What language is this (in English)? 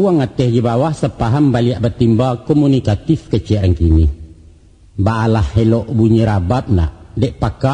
Minangkabau